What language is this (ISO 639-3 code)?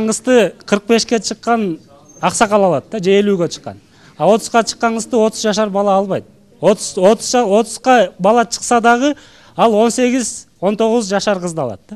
kir